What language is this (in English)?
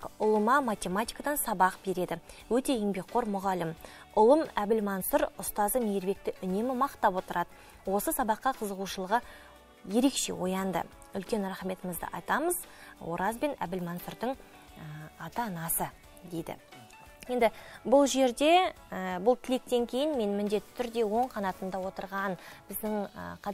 Kazakh